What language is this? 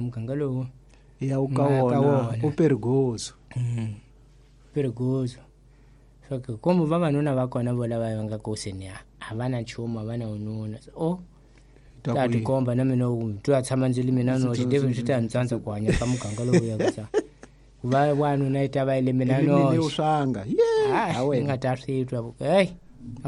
Tsonga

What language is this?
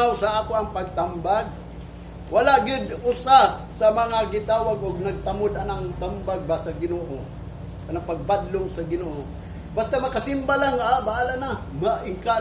Cebuano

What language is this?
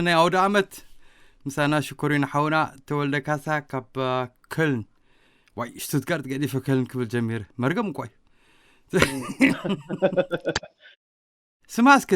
Tigrinya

